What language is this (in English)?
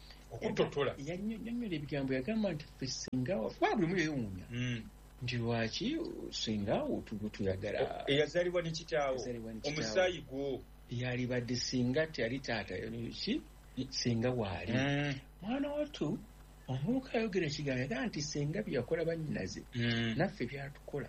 Ganda